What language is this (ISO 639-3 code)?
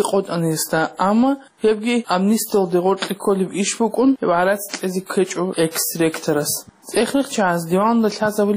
ava